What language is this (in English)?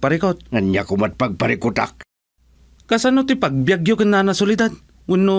Iloko